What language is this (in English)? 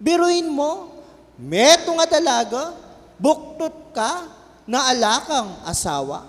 Pampanga